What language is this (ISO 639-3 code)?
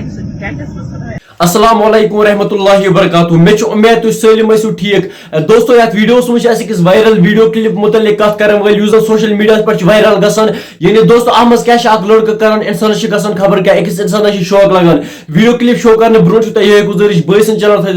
kas